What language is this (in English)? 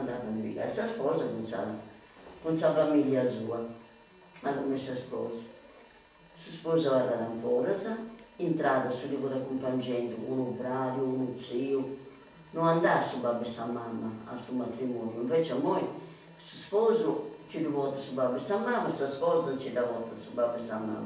Sardinian